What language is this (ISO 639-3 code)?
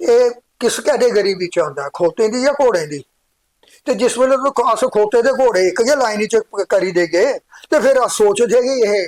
doi